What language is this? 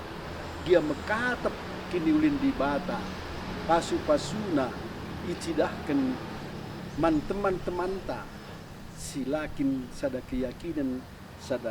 Batak Karo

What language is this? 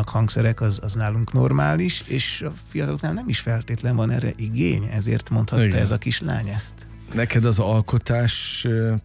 Hungarian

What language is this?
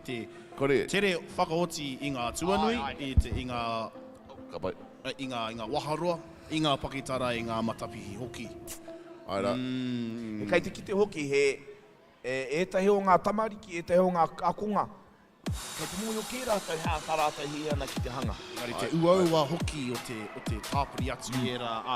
Māori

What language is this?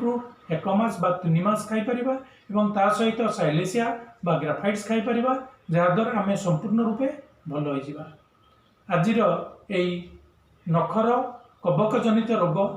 Odia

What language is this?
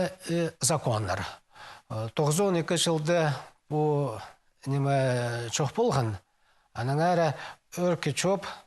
Khakas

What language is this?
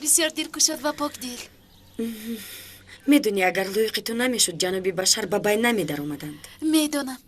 Tajik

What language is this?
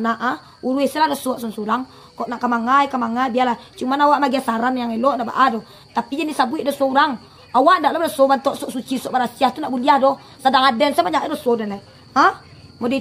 Minangkabau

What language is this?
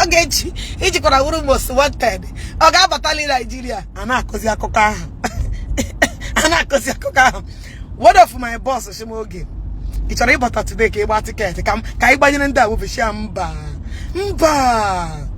Igbo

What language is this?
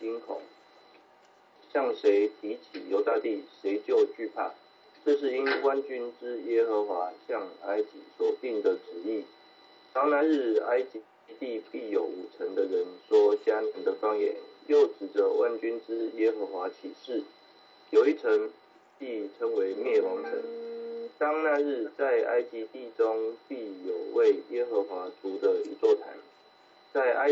Chinese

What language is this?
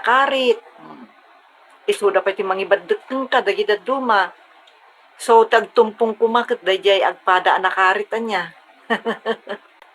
Iloko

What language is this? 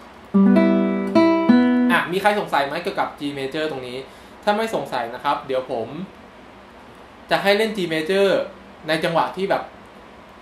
Thai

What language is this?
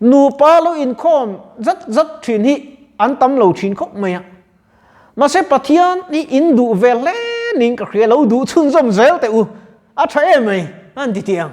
Mizo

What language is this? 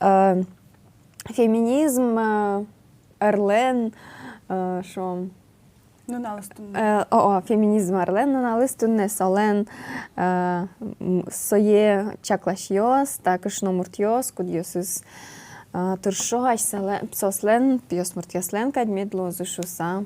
Udmurt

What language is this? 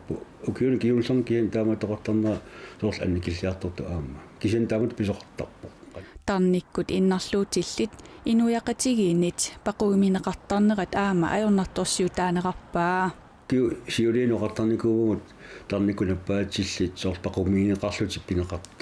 Kalaallisut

